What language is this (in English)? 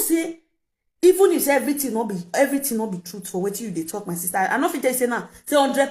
Nigerian Pidgin